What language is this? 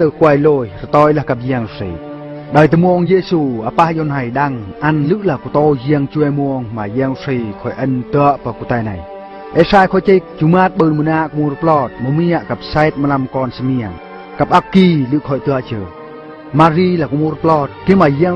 Eastern Bru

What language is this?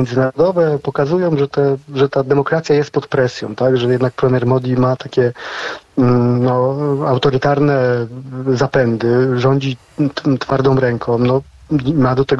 Polish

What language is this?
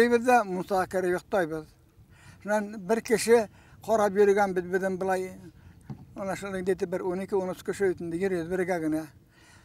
Bashkir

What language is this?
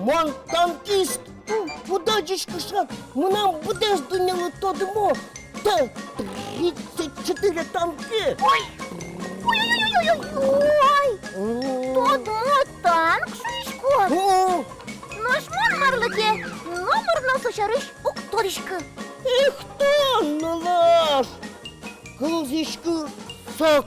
Udmurt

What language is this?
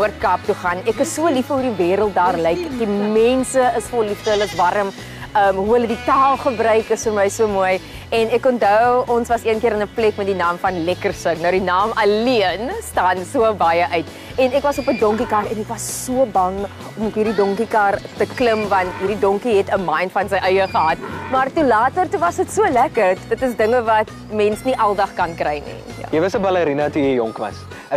Afrikaans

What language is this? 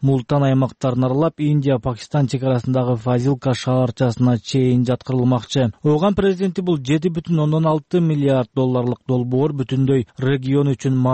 Kyrgyz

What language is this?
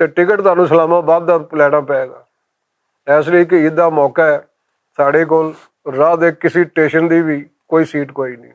Western Panjabi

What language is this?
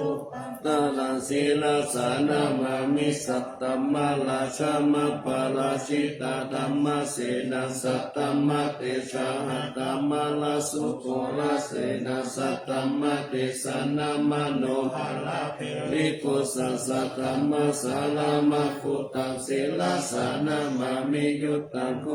Pali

